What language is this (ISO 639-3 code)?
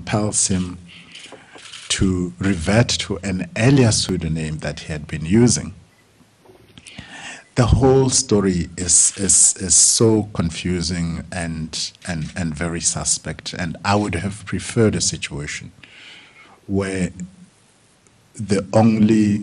eng